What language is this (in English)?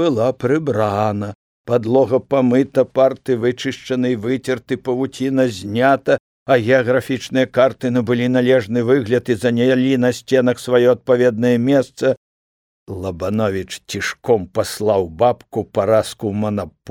Belarusian